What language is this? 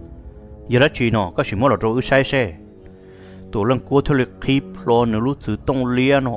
Vietnamese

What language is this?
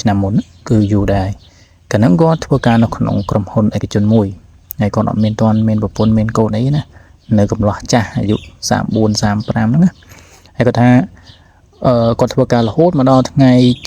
Khmer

